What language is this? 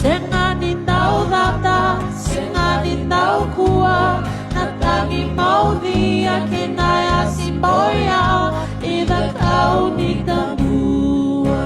Fijian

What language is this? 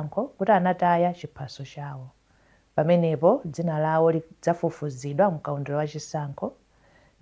Nyanja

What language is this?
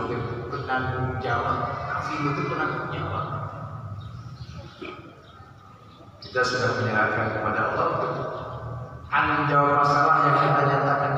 Indonesian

